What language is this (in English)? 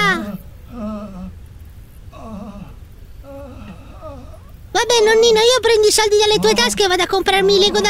Italian